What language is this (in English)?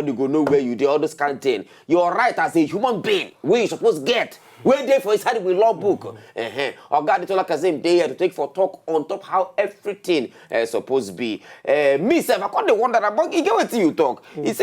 Nigerian Pidgin